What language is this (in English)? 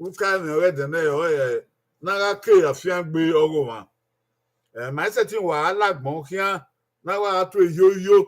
Bini